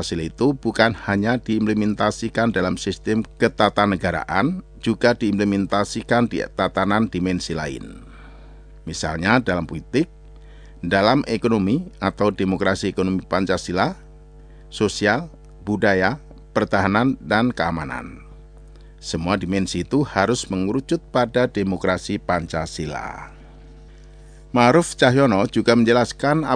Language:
Indonesian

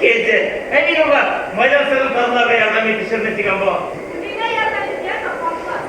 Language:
Bashkir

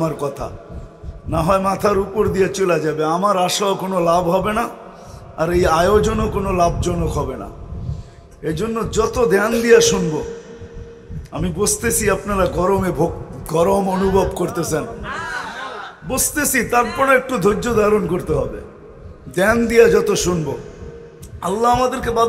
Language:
Bangla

